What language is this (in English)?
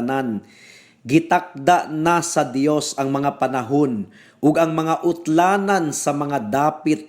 Cebuano